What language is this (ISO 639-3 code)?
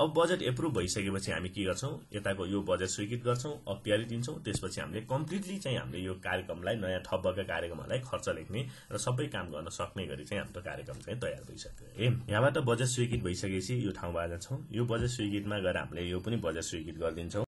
nep